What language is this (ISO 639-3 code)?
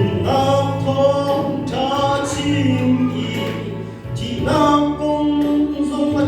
cnh